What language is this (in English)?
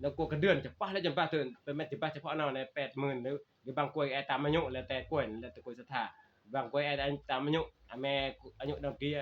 Northeastern Thai